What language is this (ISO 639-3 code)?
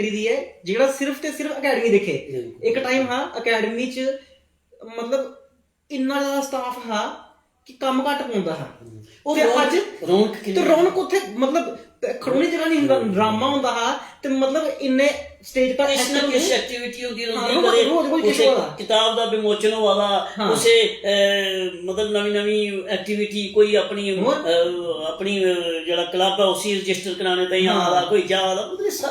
doi